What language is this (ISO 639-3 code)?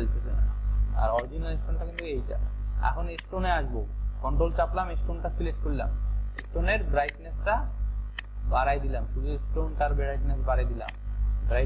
ben